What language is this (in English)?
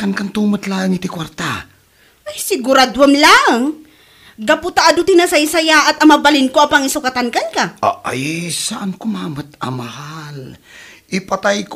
Iloko